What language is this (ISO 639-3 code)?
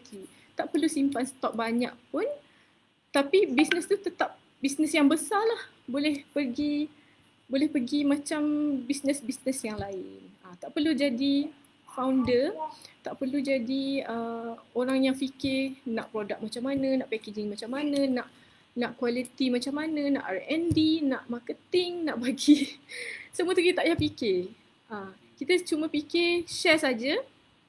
msa